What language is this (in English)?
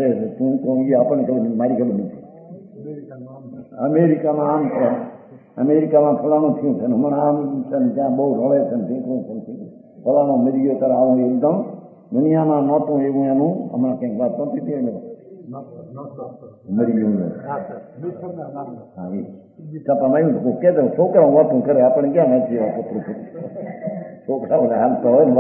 Gujarati